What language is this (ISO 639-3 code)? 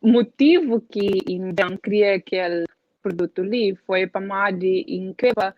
kea